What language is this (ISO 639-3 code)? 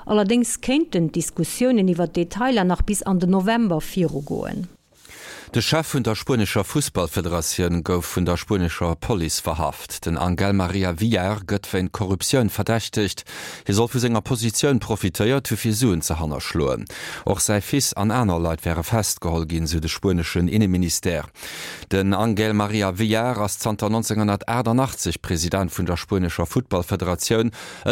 ltz